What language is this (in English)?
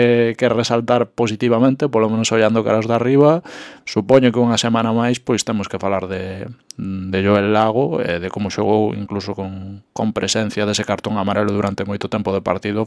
Galician